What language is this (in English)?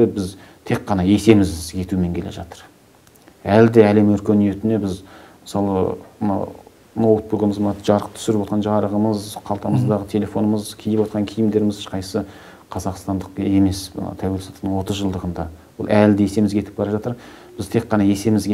Kazakh